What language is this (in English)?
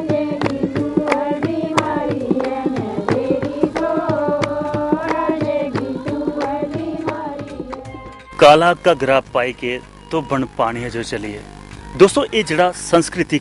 Dogri